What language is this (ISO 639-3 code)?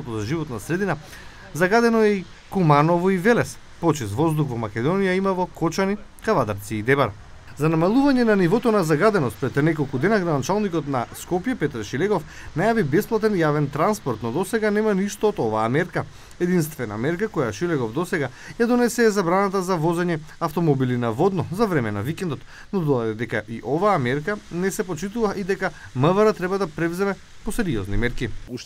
mkd